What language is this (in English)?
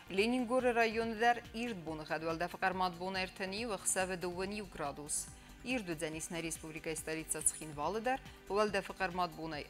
Ossetic